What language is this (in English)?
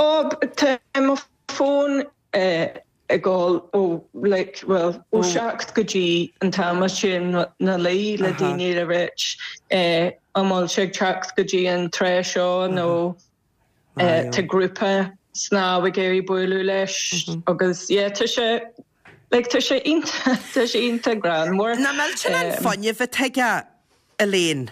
Irish